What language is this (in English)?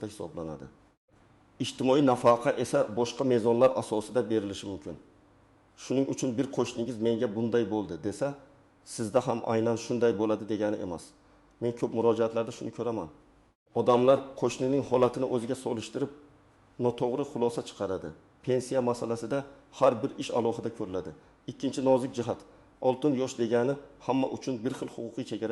Uzbek